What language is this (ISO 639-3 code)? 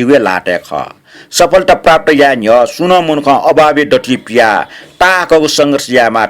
new